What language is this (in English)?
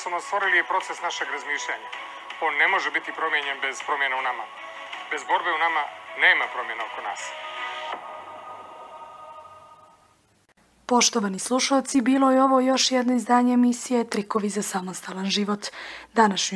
Bosnian